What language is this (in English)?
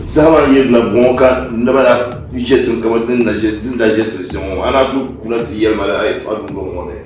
Dagbani